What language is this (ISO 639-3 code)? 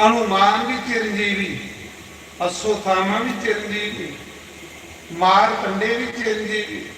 doi